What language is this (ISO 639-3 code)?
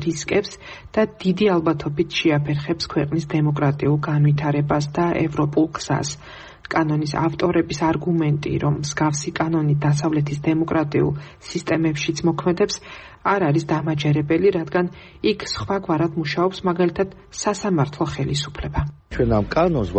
kat